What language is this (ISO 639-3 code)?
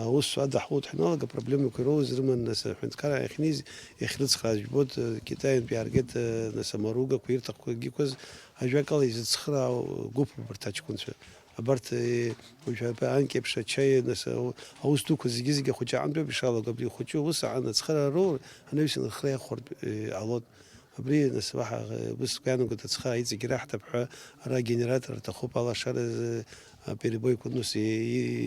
abk